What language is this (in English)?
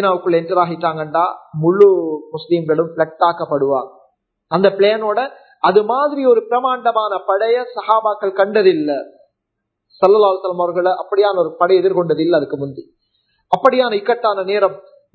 Tamil